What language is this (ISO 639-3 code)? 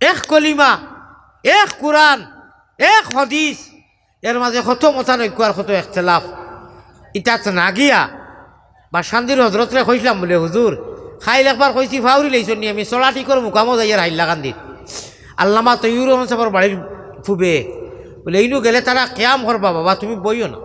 syl